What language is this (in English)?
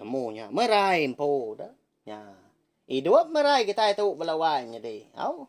Iban